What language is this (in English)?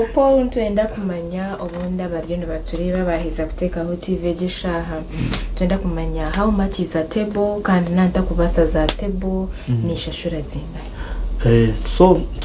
Nyankole